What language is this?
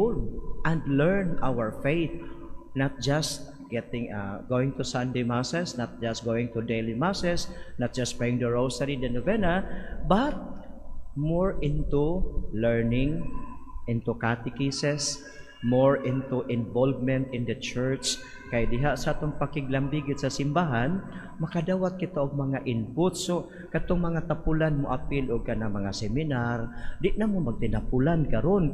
Cebuano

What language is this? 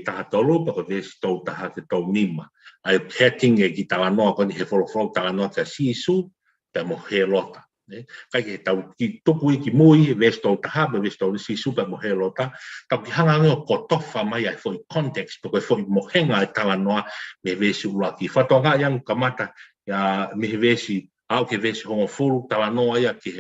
Tongan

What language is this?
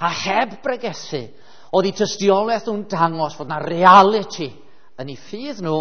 Welsh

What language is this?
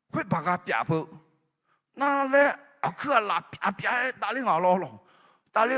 Akha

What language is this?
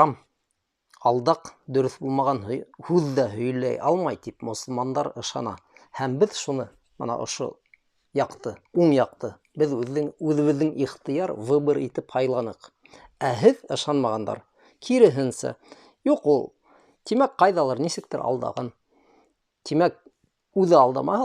Bashkir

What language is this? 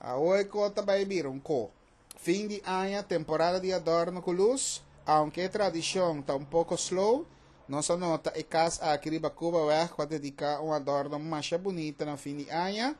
Papiamento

